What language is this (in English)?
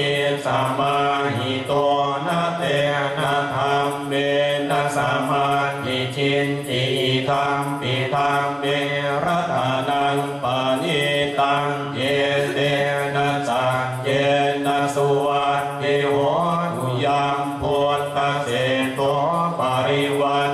Pali